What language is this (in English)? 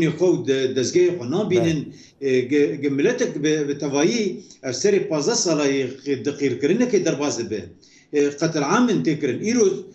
Kurdish